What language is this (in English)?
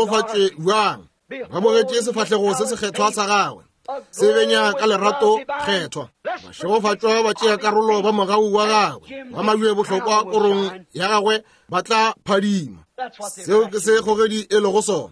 Northern Sotho